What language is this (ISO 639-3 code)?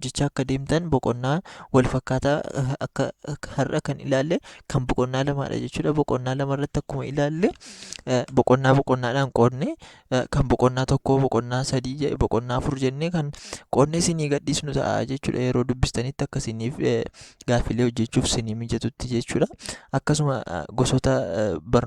orm